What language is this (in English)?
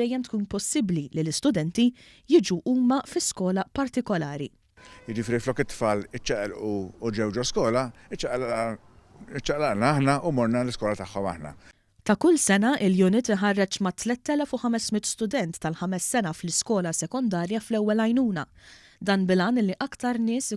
Maltese